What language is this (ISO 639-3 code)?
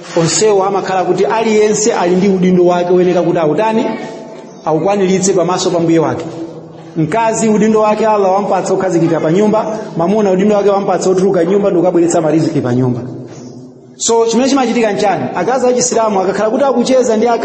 nya